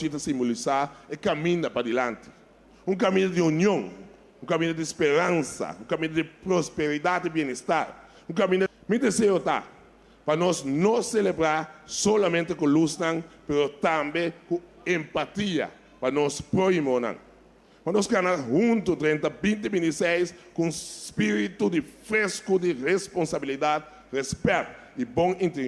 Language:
Papiamento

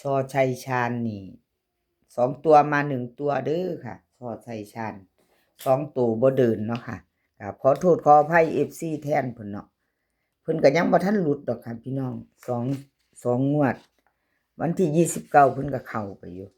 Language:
Northeastern Thai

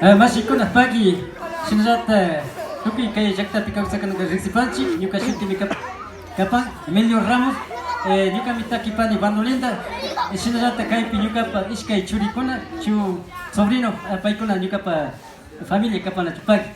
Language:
Imbabura Highland Quichua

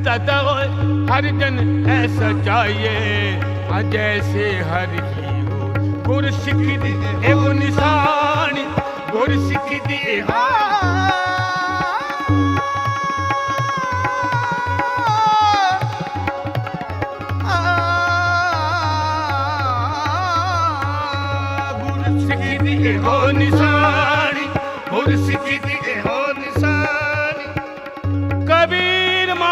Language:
Punjabi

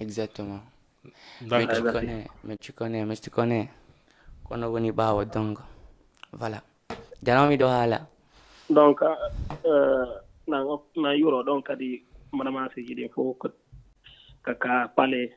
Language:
Fula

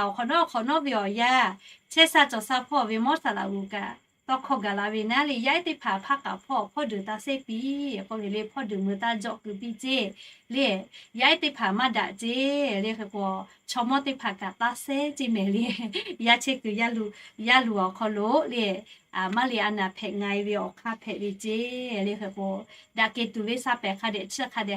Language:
Lahu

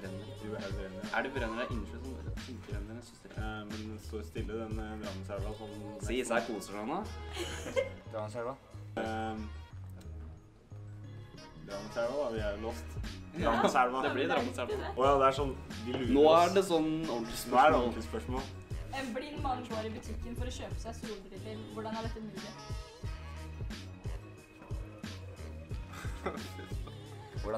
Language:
Norwegian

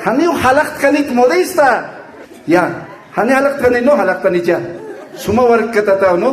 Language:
Aymara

